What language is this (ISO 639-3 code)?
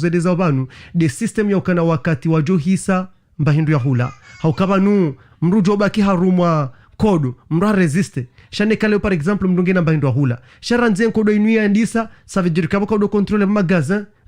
zdj